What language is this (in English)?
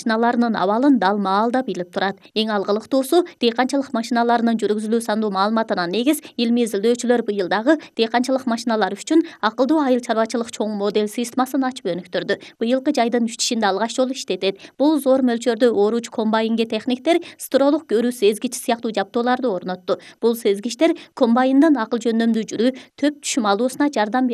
Kyrgyz